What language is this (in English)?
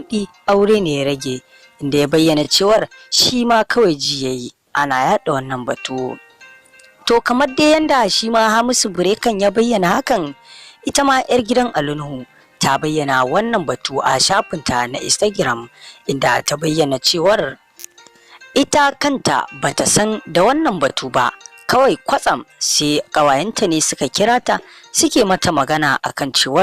Hausa